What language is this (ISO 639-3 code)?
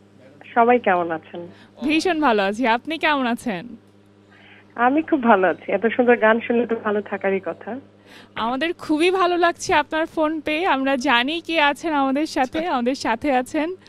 ben